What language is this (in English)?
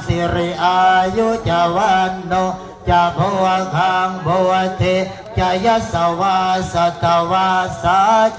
Pali